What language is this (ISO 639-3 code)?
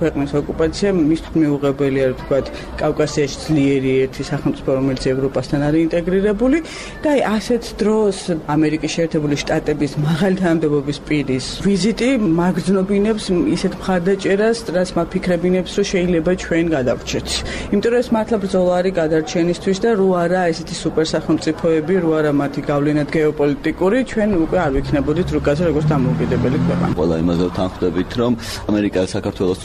kat